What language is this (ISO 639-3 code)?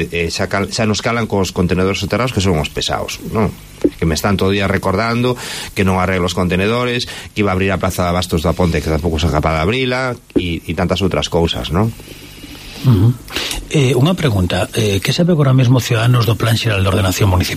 glg